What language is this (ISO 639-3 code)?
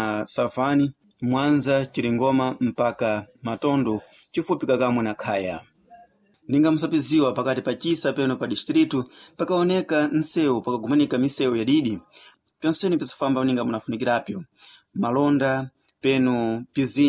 seh